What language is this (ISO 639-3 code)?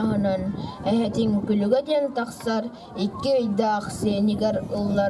sah